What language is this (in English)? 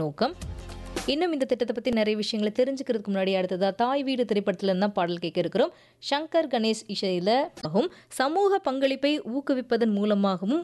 Tamil